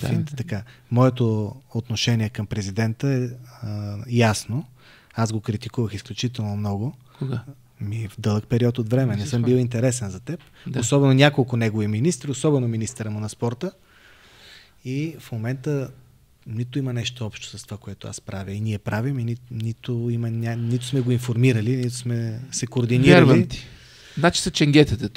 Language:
Bulgarian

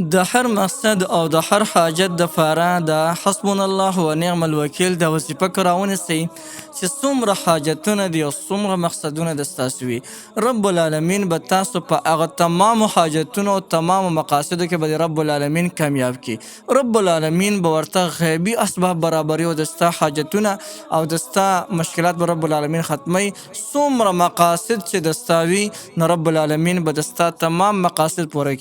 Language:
Pashto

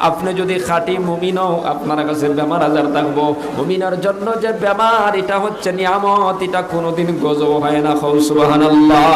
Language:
Sylheti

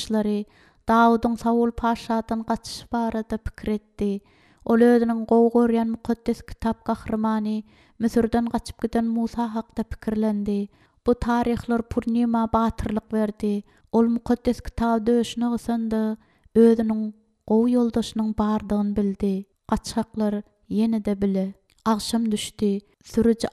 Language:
Turkmen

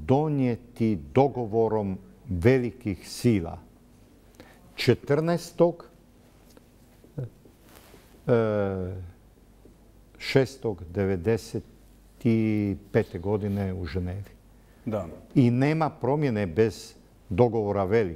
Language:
Bosnian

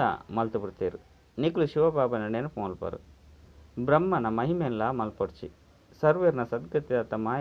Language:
Tulu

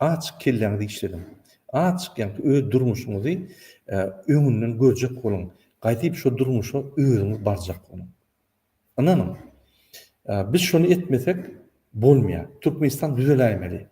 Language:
Turkmen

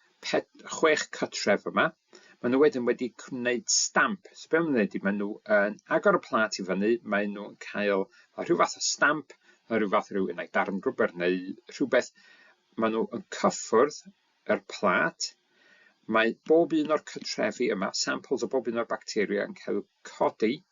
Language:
Welsh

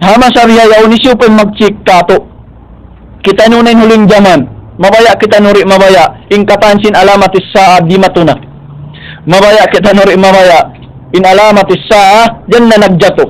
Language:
Tausug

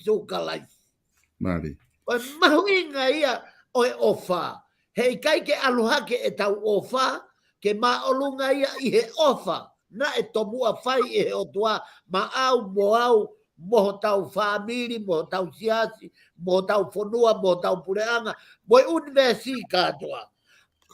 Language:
Tongan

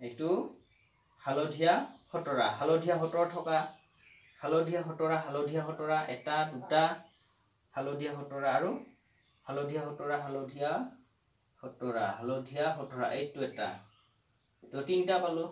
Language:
Assamese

